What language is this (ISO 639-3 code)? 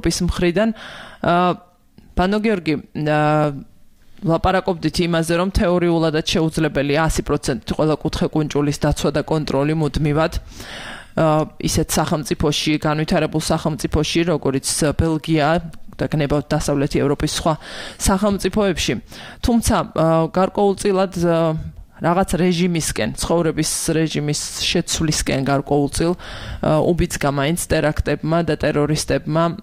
kat